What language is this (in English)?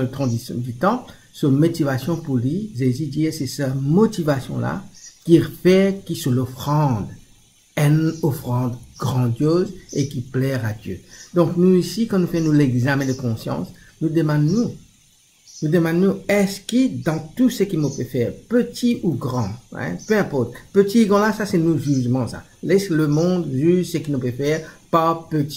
Morisyen